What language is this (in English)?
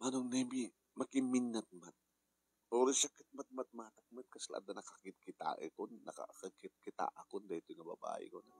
Iloko